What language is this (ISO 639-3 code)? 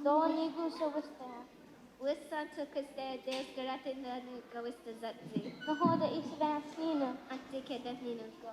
moh